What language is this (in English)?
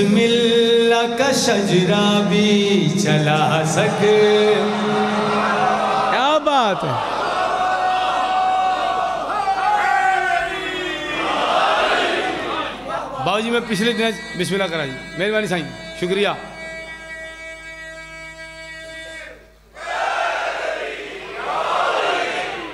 Western Panjabi